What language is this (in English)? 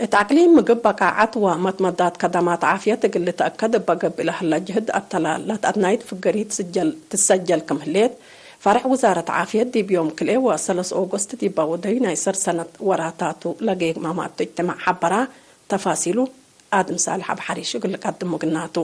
Tigre